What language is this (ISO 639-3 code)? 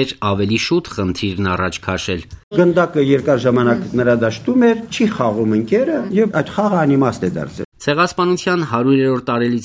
hye